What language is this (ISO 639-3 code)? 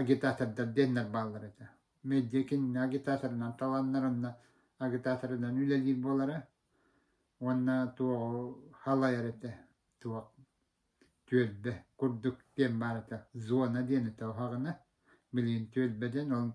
sah